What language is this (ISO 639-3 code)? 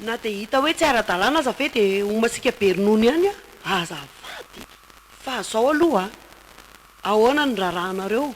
mlg